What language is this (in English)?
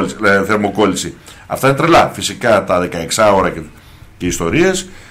Greek